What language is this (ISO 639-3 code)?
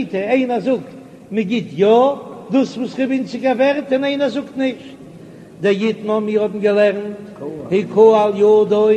yid